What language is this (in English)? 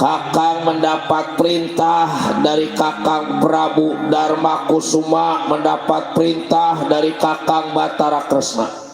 Betawi